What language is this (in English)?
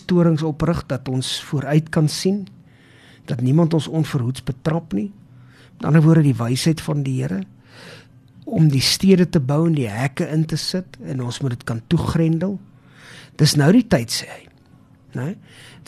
Afrikaans